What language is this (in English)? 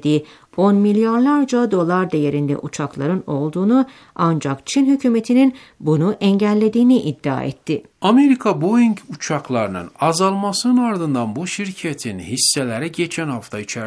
Turkish